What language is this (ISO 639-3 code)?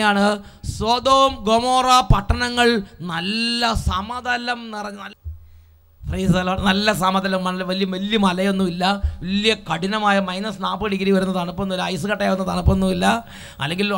mal